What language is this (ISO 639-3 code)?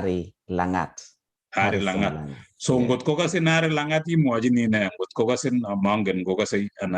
kln